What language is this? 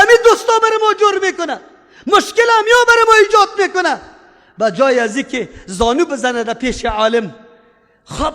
Persian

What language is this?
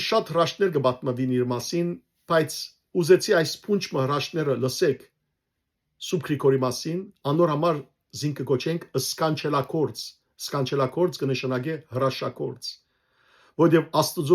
Western Armenian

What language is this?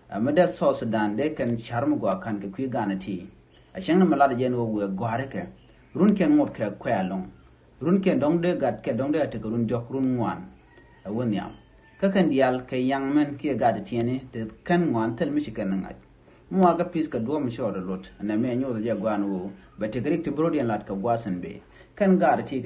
Nuer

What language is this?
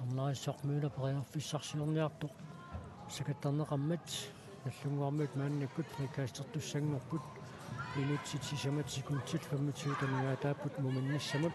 Kalaallisut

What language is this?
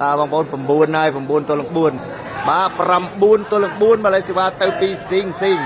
Khmer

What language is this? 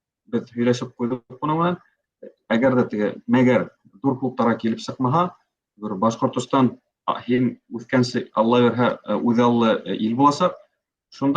Bashkir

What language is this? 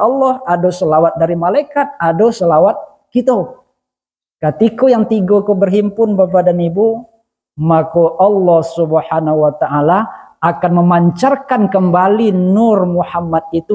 Minangkabau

